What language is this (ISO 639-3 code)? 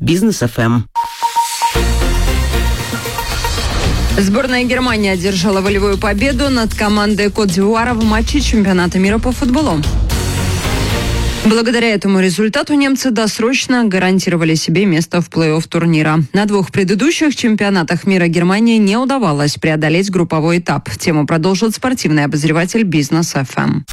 rus